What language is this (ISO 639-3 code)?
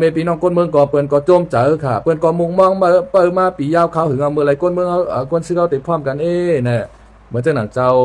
shn